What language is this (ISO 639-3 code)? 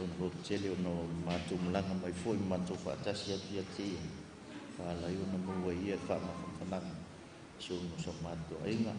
smo